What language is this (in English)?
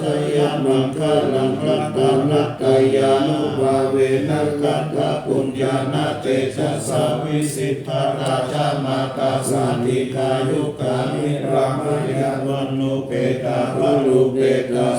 Pali